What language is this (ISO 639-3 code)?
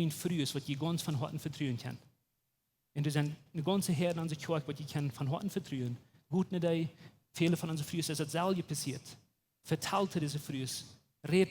pdt